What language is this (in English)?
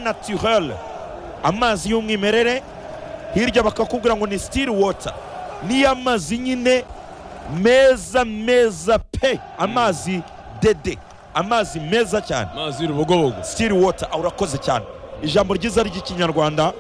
Kinyarwanda